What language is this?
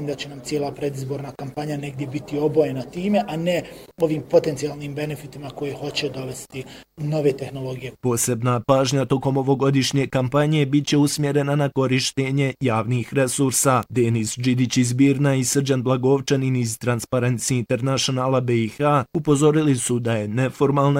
Bosnian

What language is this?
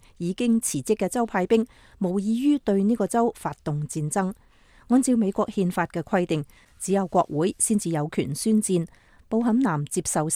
Cantonese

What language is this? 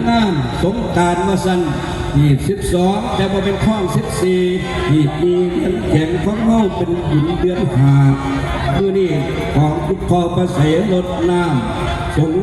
Northeastern Thai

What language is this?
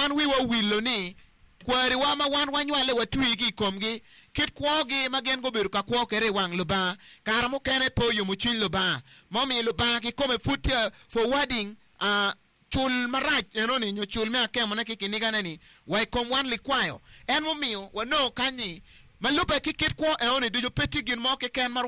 Acoli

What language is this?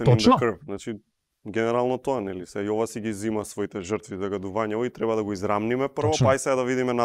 Macedonian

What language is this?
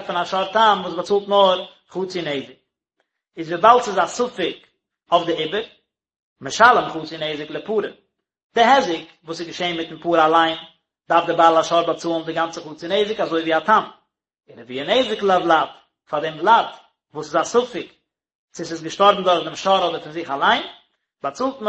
Yiddish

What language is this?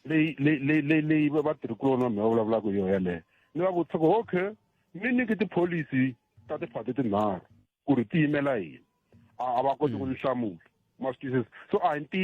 Tsonga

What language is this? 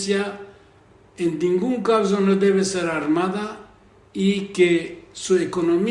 Ladino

